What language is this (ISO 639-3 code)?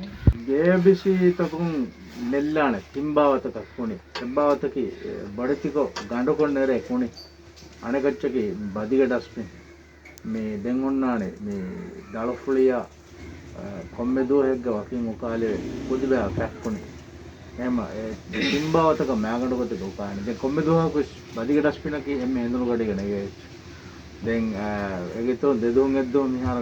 div